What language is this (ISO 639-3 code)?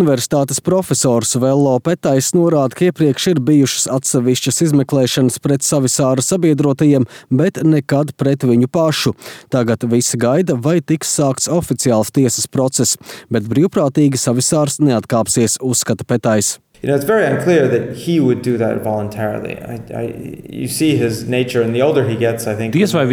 lav